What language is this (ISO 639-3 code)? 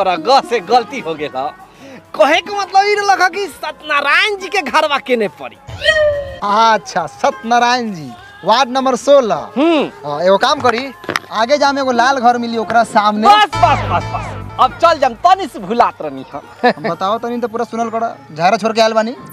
bho